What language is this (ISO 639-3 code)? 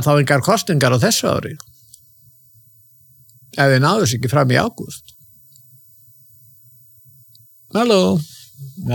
isl